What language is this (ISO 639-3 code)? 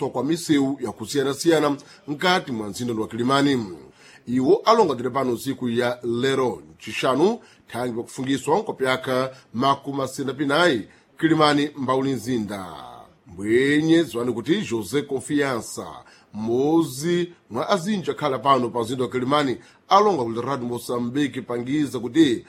seh